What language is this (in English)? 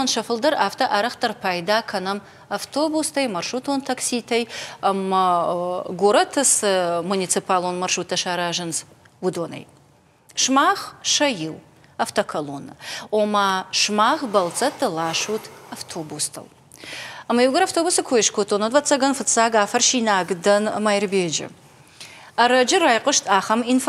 Ossetic